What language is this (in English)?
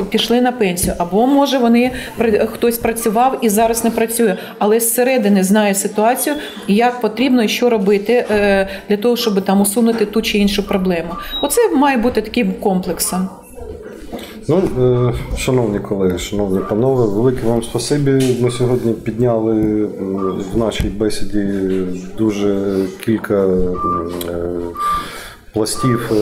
Ukrainian